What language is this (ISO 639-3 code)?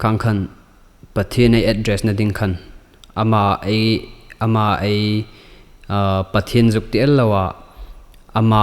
hmr